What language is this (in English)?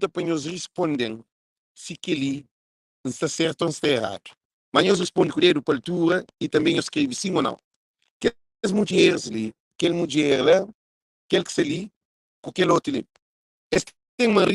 Kabuverdianu